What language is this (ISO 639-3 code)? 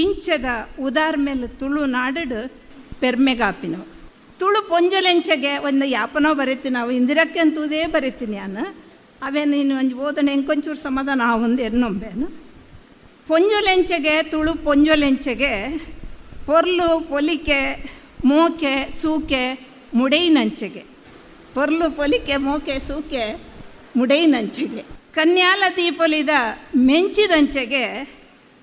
tcy